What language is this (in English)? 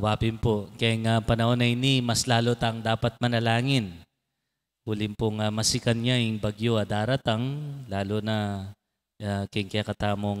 Pampanga